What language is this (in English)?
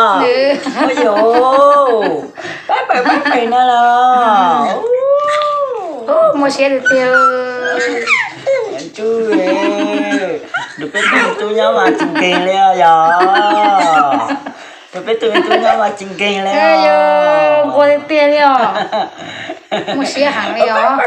Vietnamese